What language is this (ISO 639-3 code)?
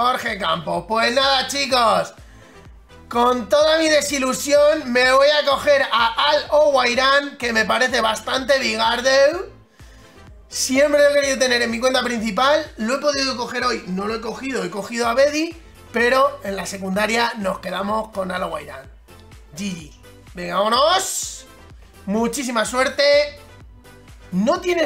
spa